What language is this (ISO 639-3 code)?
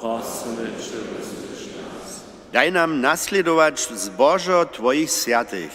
hsb